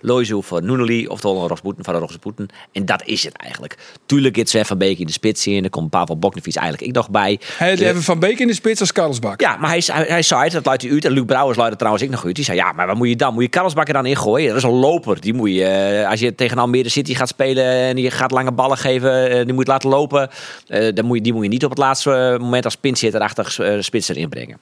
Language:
Western Frisian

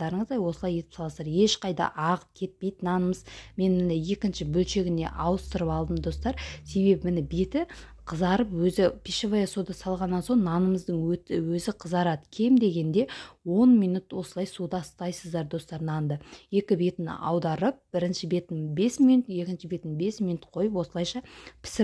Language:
Kazakh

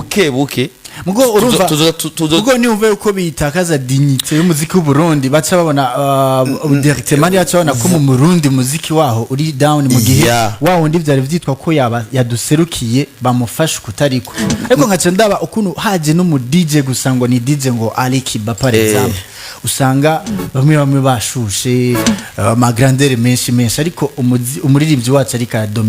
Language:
Rundi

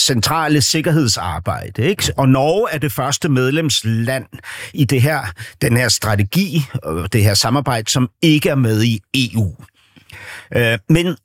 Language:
Danish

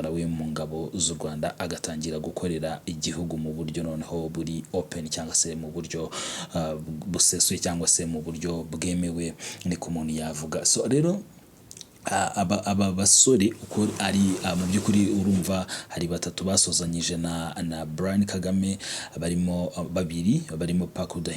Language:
Kinyarwanda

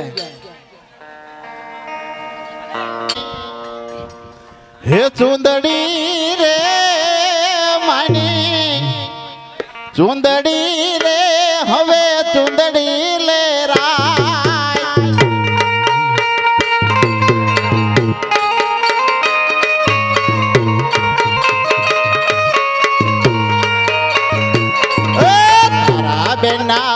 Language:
Gujarati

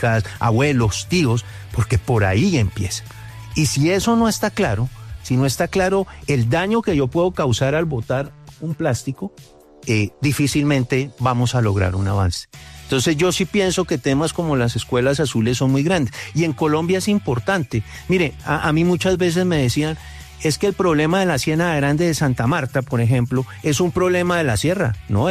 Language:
Spanish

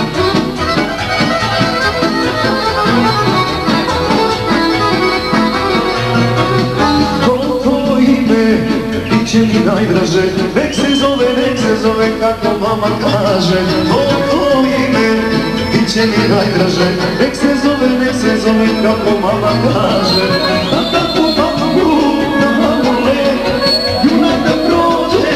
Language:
Serbian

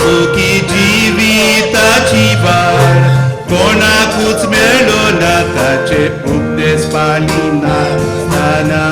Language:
Konkani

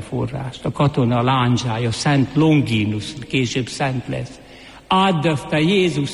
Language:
Hungarian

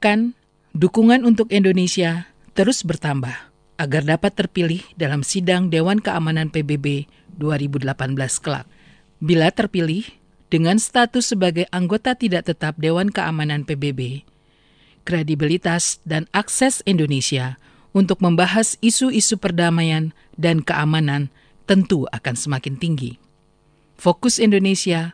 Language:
Indonesian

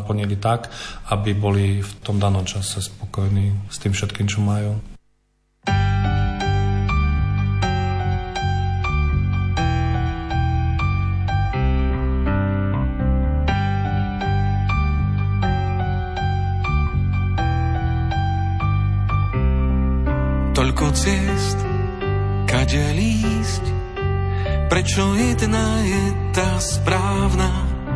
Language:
Slovak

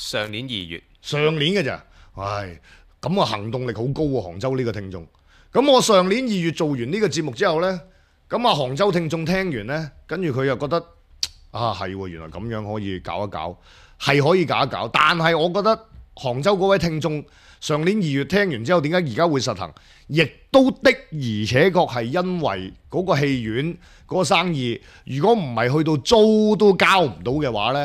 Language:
Cantonese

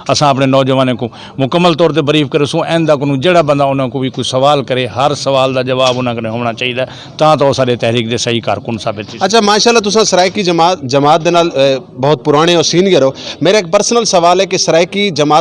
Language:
Saraiki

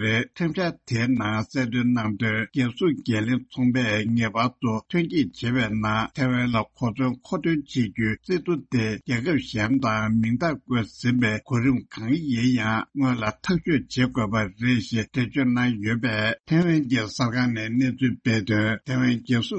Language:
Tibetan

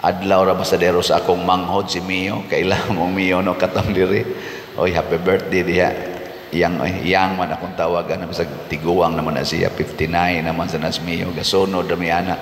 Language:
Cebuano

